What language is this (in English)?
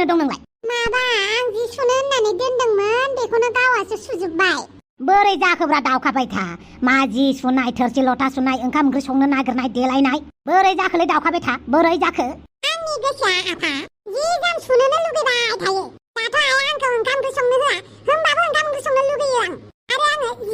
Bodo